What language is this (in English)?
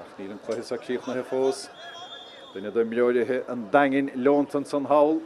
Irish